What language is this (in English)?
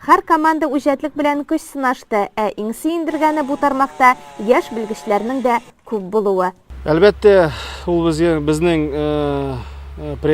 Tatar